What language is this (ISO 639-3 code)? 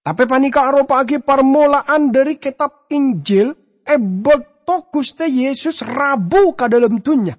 mad